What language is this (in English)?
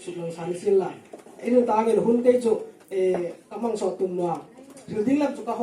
Hmar